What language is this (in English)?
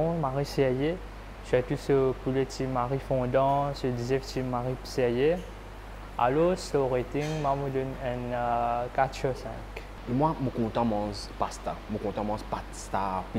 Morisyen